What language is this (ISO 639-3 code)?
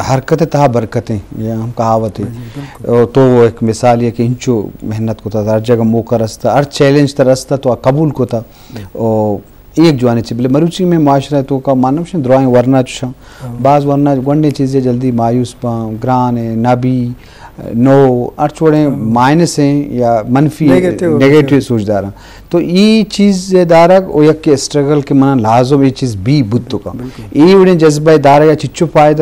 bal